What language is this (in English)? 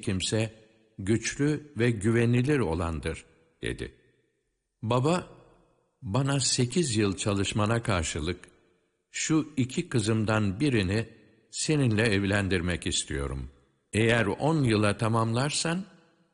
Turkish